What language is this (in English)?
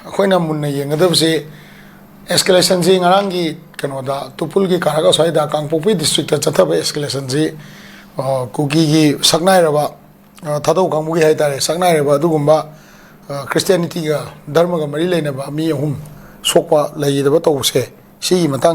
Manipuri